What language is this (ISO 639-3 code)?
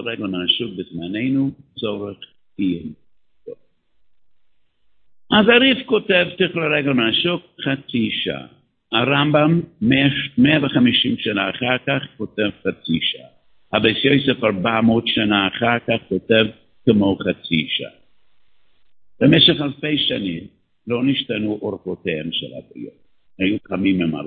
heb